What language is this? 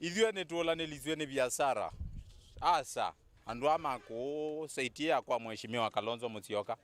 Kamba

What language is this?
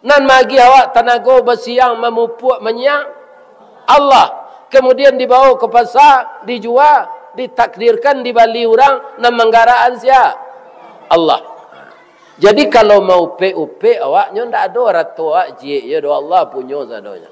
Minangkabau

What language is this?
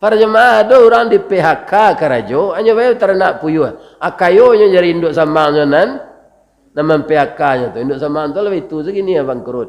Minangkabau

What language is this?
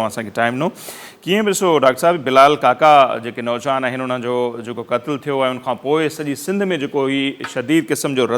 Sindhi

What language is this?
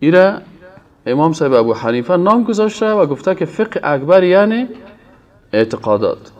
Persian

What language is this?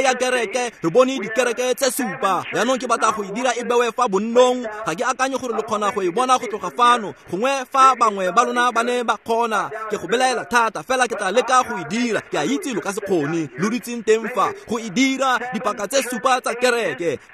Tswana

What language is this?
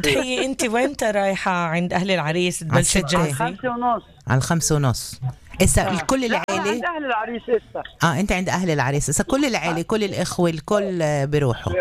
North Levantine Arabic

